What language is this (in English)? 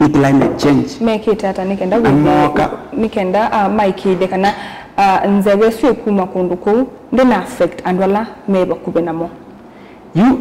Kamba